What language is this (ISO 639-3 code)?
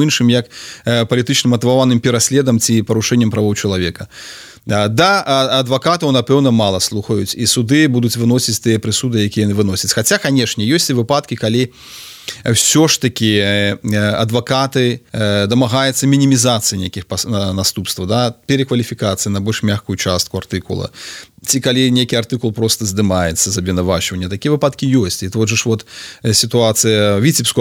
bel